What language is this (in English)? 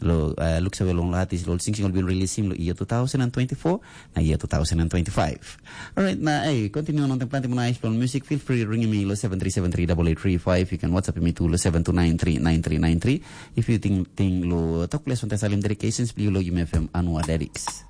Tok Pisin